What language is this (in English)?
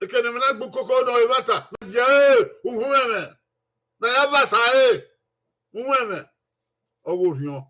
Bini